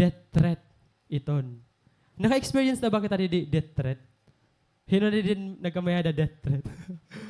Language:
Waray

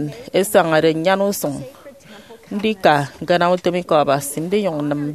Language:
Efik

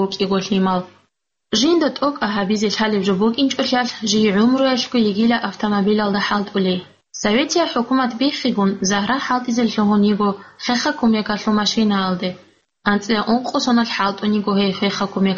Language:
Avaric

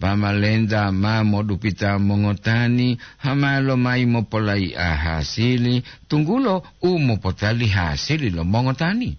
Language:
Gorontalo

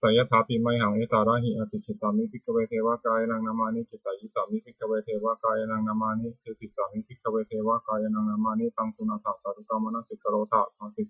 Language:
Pali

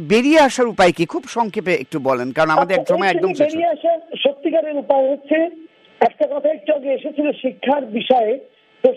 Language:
Bangla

